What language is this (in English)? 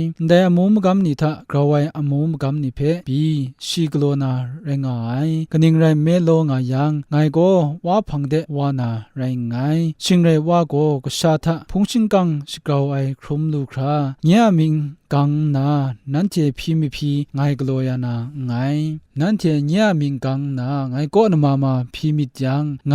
Kachin